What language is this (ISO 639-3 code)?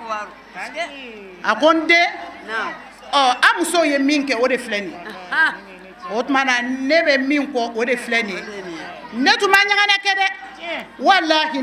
bam